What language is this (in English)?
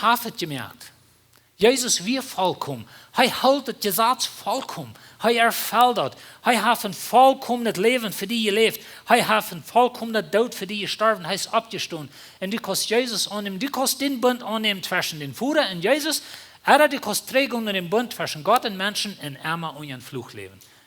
Plautdietsch